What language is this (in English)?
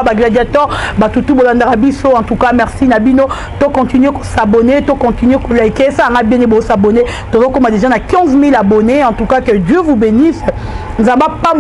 Lingala